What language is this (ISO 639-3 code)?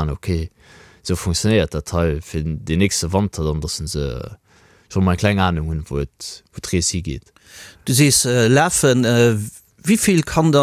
ltz